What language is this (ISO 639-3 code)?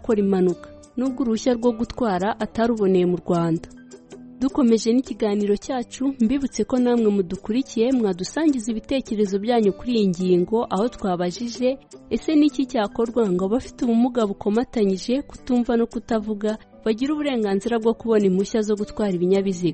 kin